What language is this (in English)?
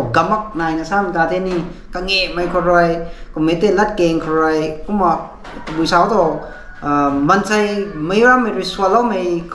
Rongmei Naga